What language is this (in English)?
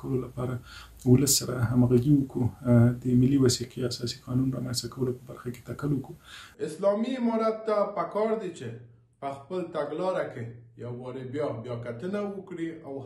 Pashto